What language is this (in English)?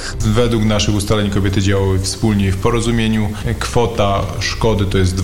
Polish